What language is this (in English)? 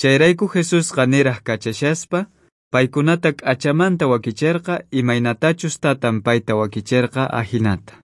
South Bolivian Quechua